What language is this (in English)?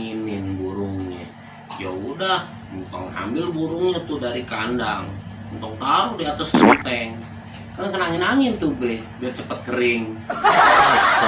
Betawi